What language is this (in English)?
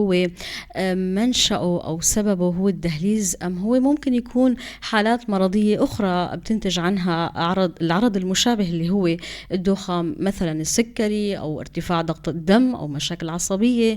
North Levantine Arabic